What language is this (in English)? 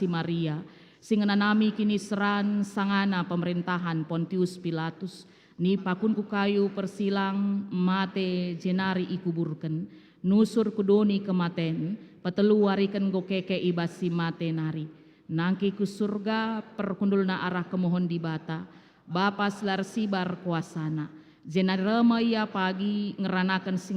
Batak Karo